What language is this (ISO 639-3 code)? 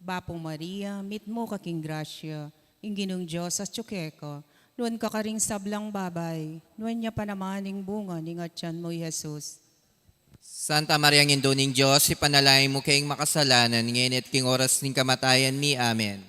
pam